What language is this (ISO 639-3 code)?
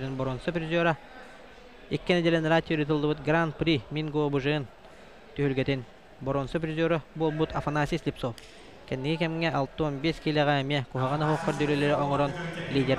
sah